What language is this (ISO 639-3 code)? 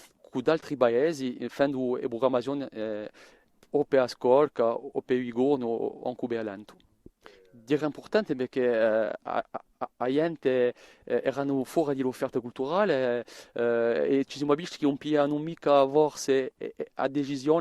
cos